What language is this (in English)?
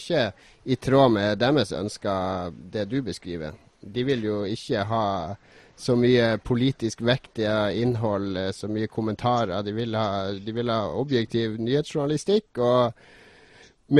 Norwegian